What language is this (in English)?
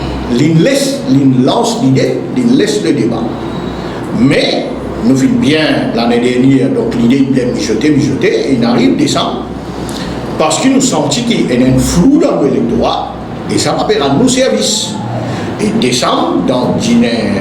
Morisyen